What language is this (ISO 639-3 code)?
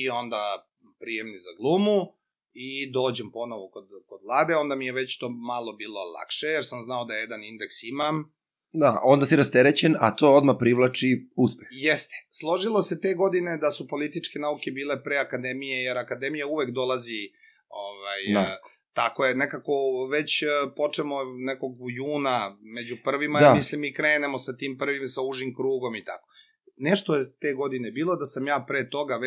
srp